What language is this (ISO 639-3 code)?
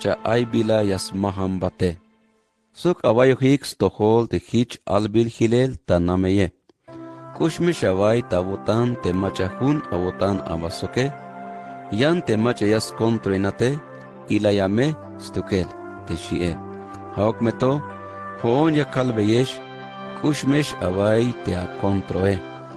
tzh